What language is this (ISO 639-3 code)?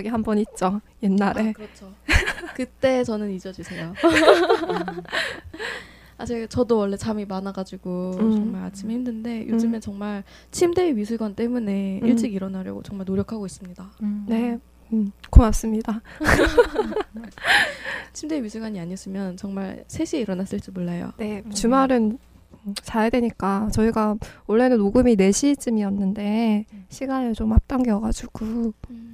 kor